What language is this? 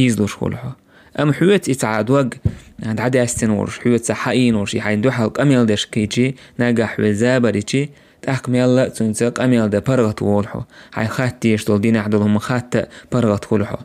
Chechen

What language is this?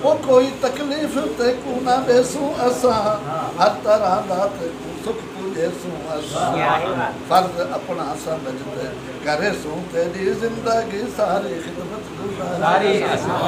Saraiki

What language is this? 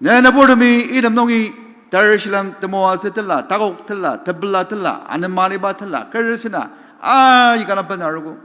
Ao Naga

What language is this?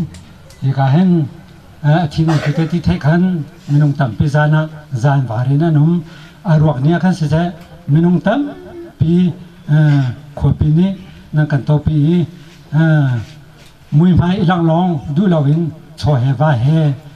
Hakha Chin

